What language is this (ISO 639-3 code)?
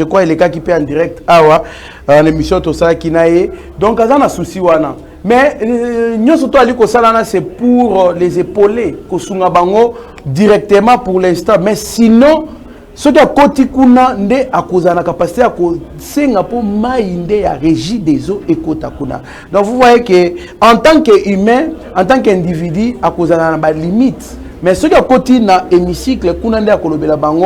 lin